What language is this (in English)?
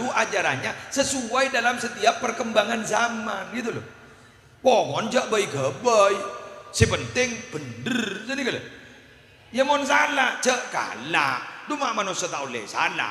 Madurese